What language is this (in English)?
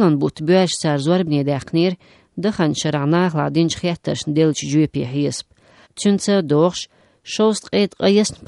Chechen